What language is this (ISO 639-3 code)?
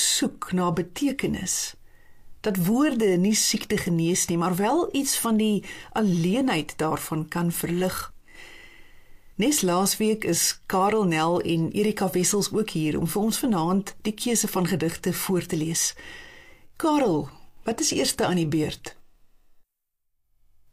afr